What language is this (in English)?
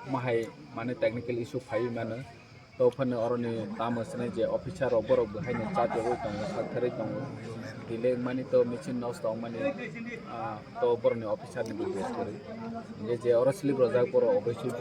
Kok Borok